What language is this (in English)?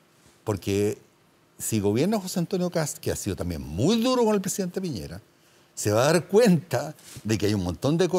Spanish